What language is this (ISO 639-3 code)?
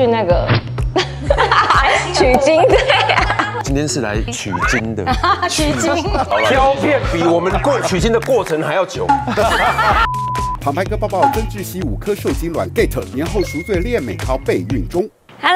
zho